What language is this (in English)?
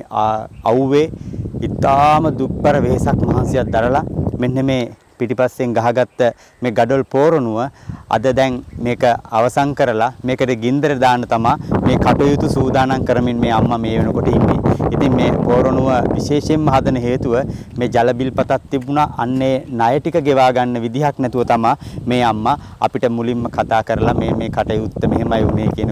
Sinhala